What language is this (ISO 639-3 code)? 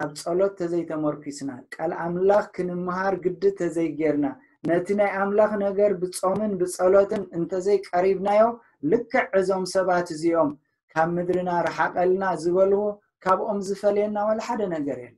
tir